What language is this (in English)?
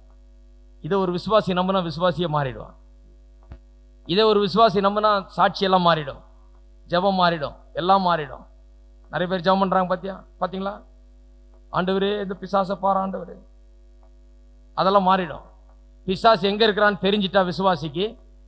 Tamil